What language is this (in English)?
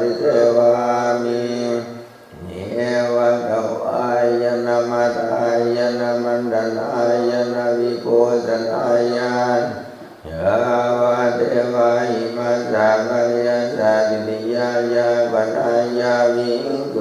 Pali